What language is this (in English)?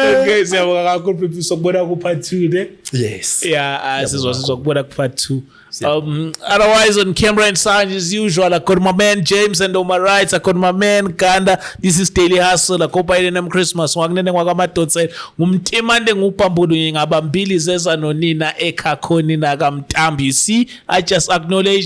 Zulu